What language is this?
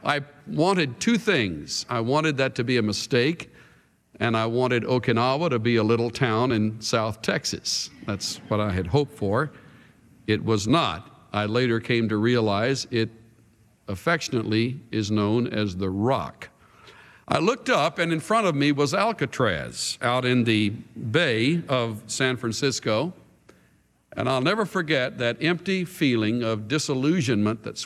English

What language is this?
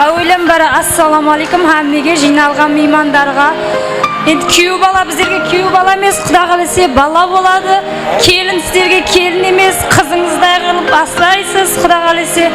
Kara-Kalpak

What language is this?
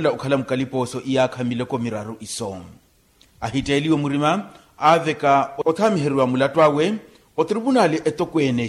Makhuwa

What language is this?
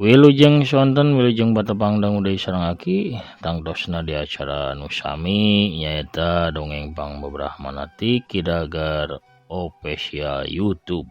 Sundanese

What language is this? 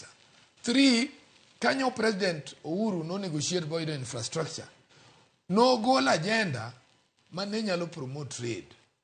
Luo (Kenya and Tanzania)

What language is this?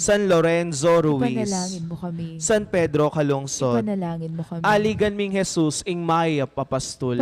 Pampanga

